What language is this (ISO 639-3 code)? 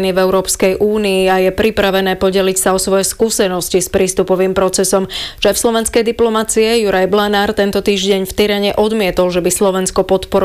slk